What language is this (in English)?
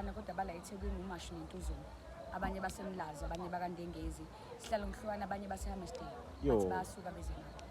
Zulu